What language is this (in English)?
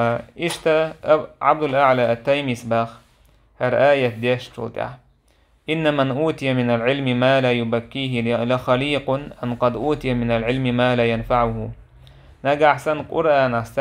Chechen